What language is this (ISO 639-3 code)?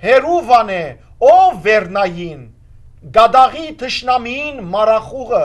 hyw